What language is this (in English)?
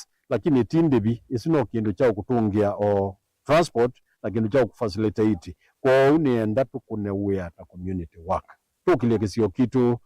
Kamba